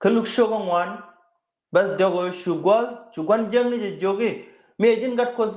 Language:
Nuer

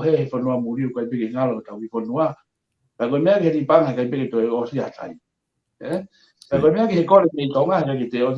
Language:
Tongan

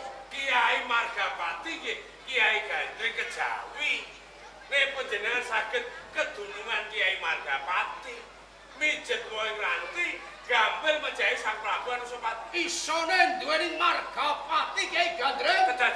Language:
Javanese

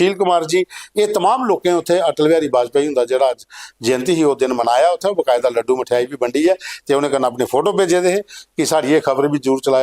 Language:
Dogri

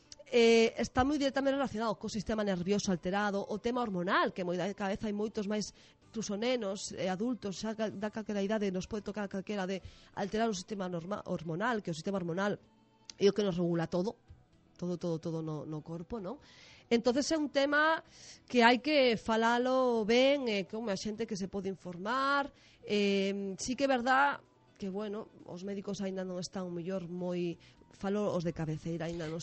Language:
Galician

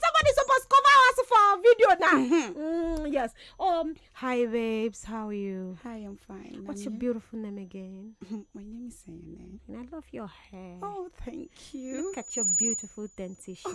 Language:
Nigerian Pidgin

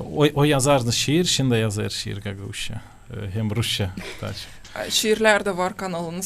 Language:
Gagauz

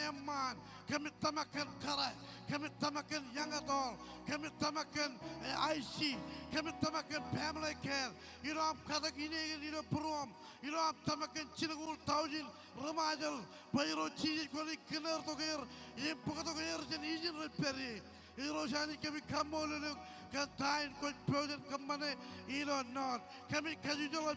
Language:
Marshallese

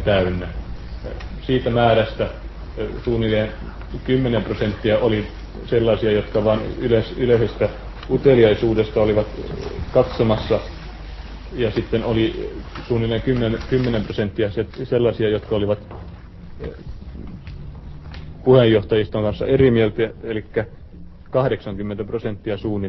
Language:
Finnish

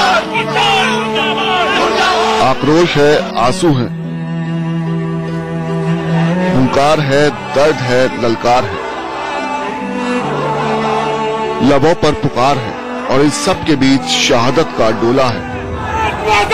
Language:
Hindi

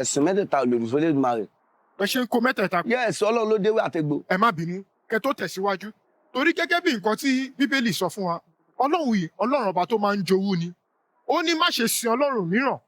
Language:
Yoruba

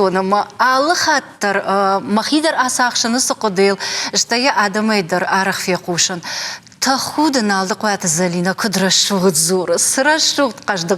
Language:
Ossetic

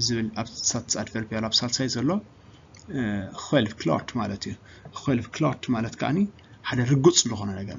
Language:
Tigrinya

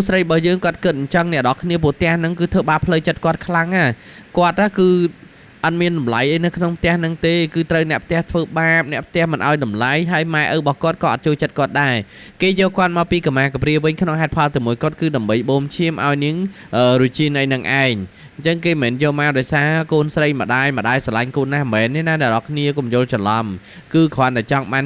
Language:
Khmer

